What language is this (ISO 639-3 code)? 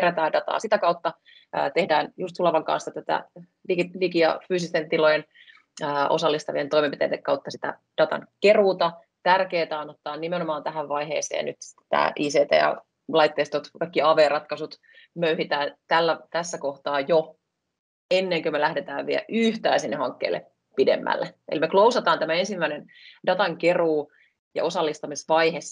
fin